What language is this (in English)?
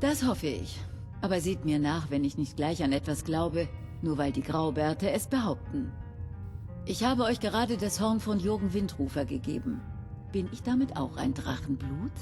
Bavarian